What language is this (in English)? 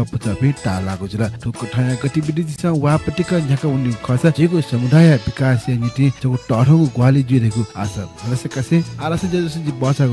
Newari